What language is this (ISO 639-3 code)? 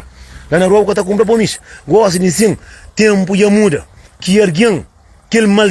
kea